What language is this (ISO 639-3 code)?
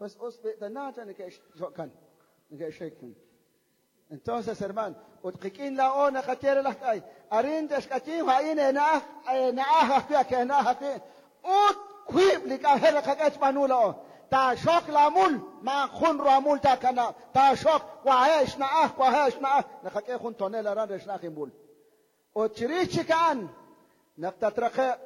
kek